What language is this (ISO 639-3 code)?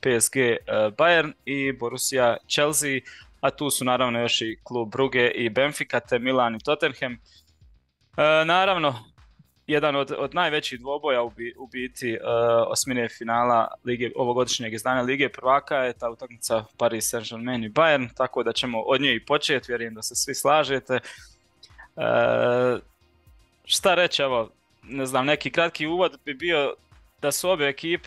hrv